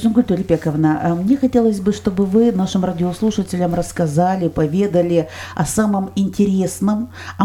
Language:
Russian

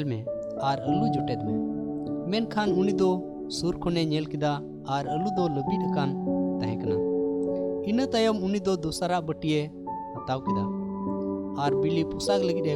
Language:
Santali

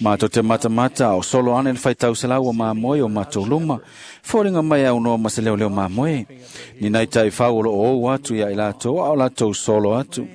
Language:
Samoan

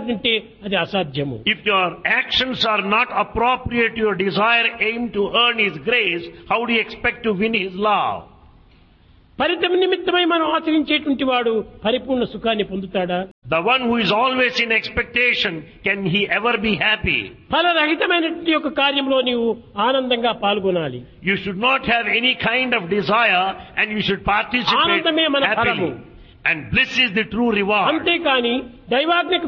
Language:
Telugu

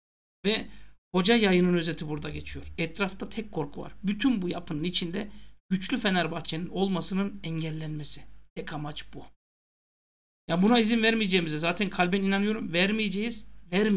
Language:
Turkish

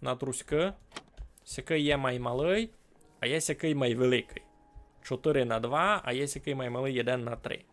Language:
Rusyn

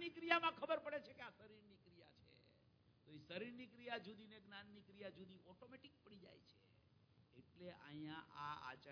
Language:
Gujarati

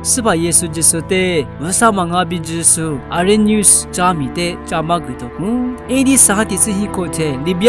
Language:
Lisu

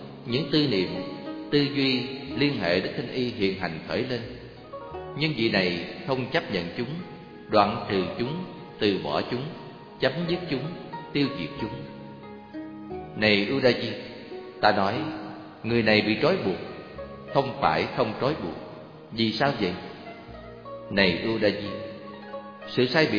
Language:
Vietnamese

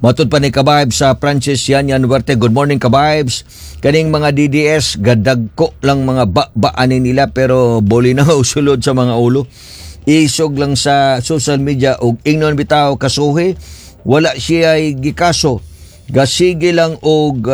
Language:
Cebuano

